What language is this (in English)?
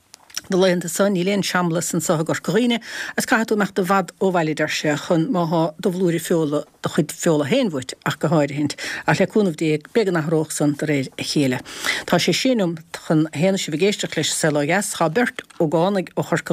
Irish